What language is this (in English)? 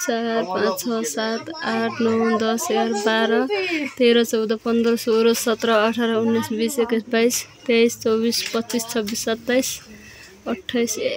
Nepali